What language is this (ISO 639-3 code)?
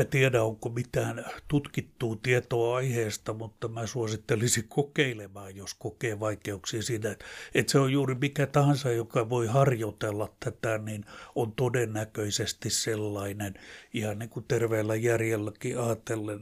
fin